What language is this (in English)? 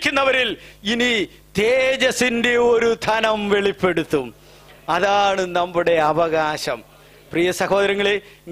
Malayalam